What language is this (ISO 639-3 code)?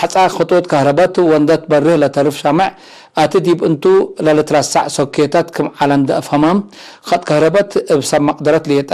tig